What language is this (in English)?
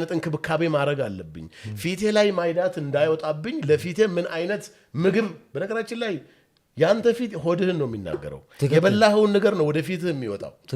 Amharic